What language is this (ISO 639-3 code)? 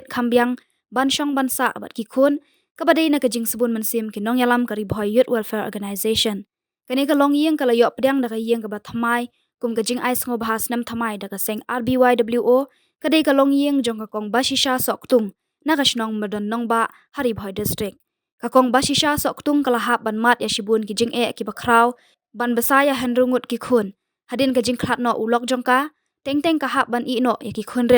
kha